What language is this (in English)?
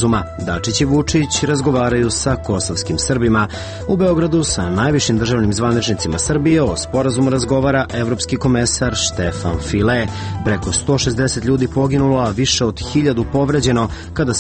Serbian